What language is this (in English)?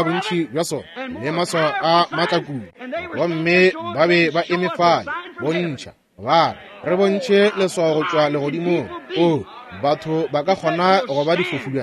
Northern Sotho